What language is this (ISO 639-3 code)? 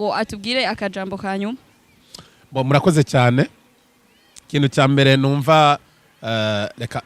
run